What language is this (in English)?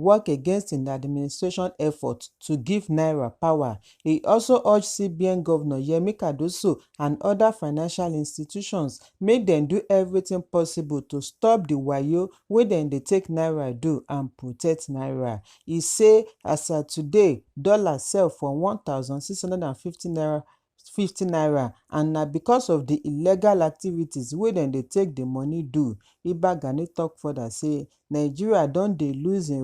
Nigerian Pidgin